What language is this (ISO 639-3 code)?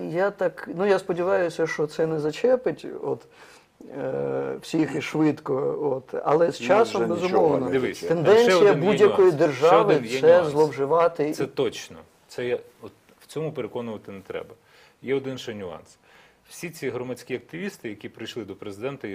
ukr